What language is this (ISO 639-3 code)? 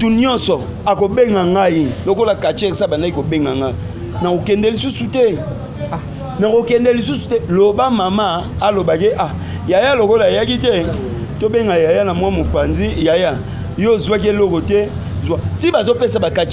lin